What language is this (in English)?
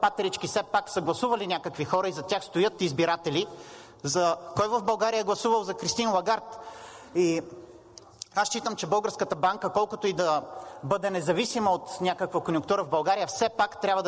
Bulgarian